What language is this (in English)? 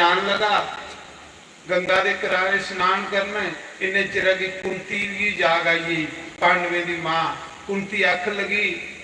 Dogri